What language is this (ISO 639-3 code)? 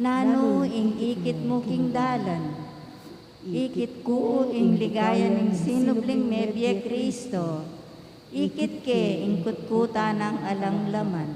pam